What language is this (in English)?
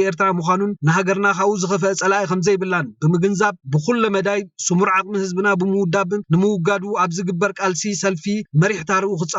Tigrinya